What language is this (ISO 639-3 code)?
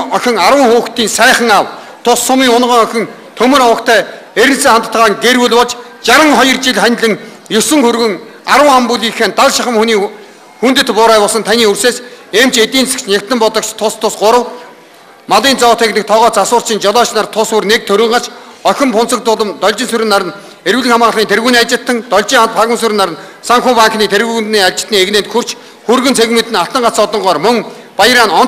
mon